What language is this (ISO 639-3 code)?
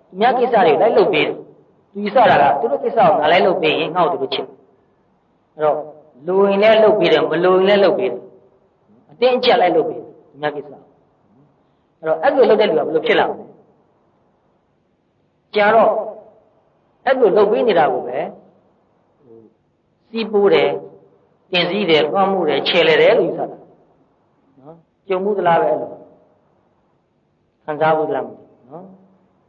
mya